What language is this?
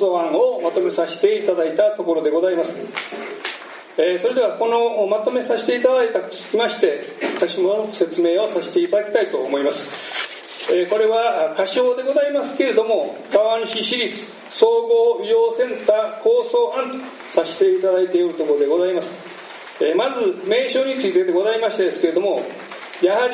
Japanese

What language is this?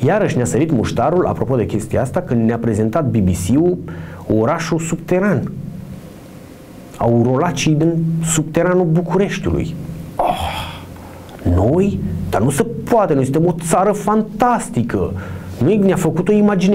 Romanian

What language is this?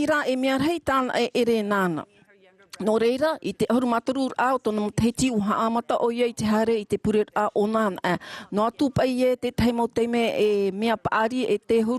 Tahitian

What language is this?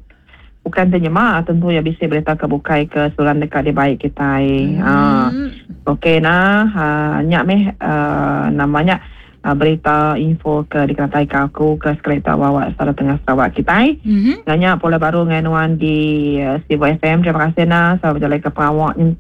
Iban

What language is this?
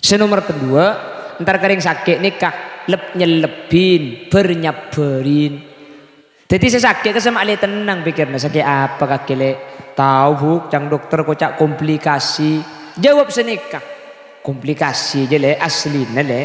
Madurese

